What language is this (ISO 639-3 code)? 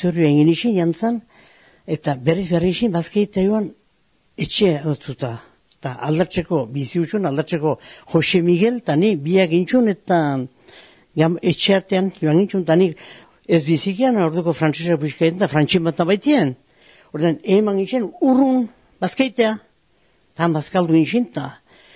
eus